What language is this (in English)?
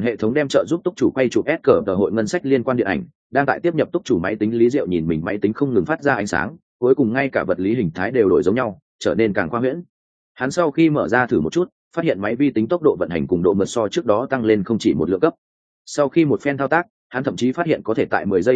Vietnamese